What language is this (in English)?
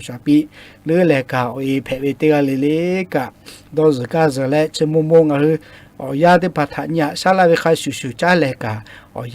Lahu